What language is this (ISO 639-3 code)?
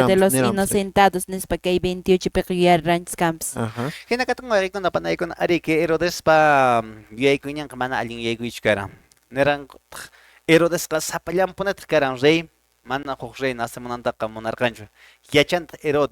que